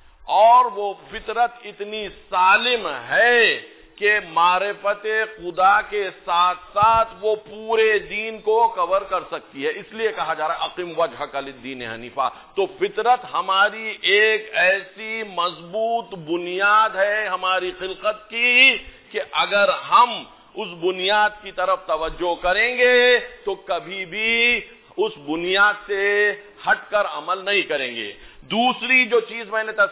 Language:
Urdu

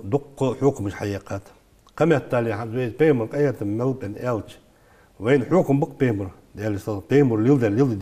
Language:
Ingush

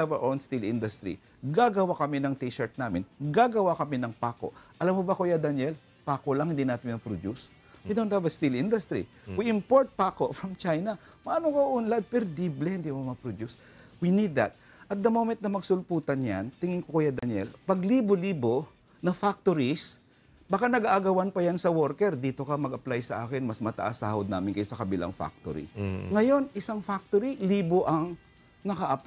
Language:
Filipino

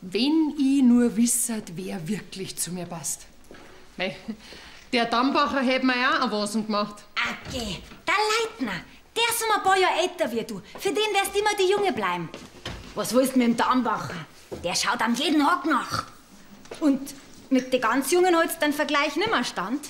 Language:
Bavarian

